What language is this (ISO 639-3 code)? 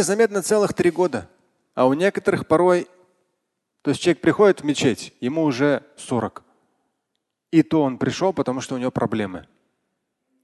rus